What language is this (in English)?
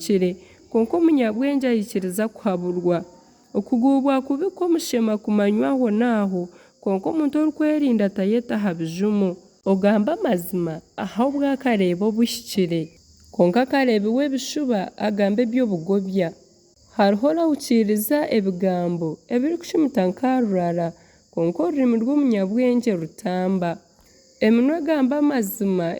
Nyankole